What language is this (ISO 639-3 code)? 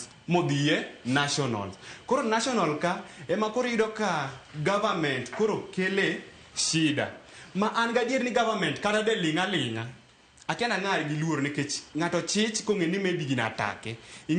luo